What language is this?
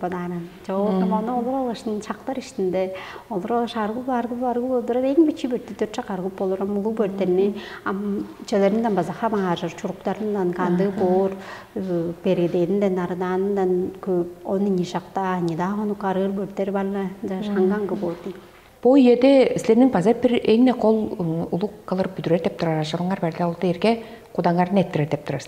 Tuvinian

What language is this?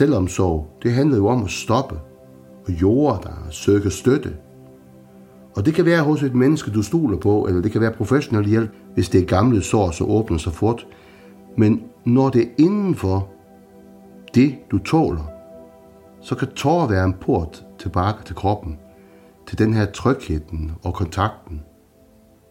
Danish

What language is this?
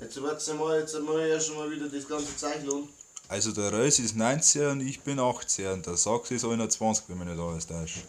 Bavarian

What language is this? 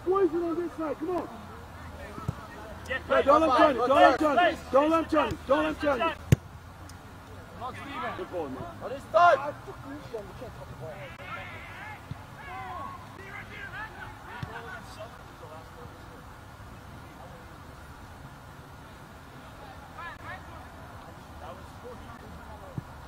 English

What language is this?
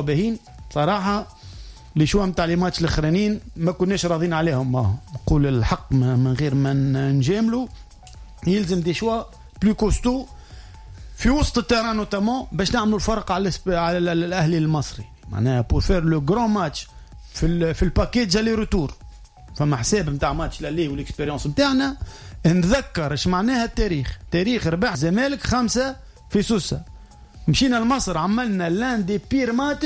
Tunisian Arabic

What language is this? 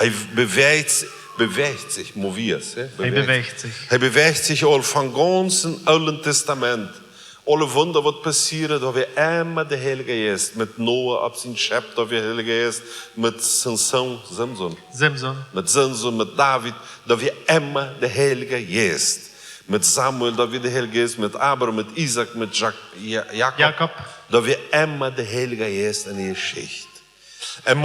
Plautdietsch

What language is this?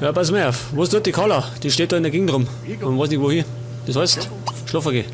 Bavarian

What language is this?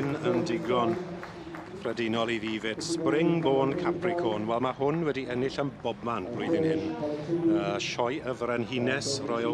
Welsh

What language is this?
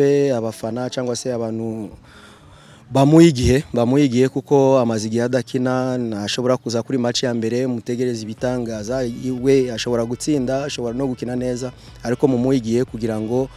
Kinyarwanda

